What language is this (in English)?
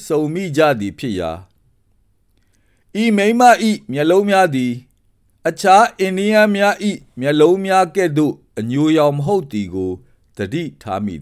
Burmese